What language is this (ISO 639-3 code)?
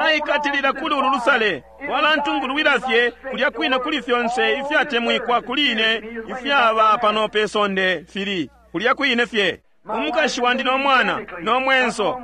bem